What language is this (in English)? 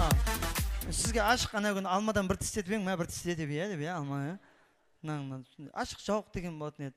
Kara-Kalpak